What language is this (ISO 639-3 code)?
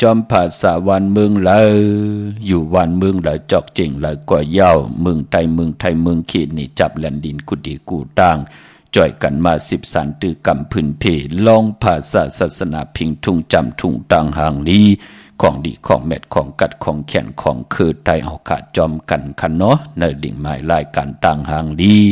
shn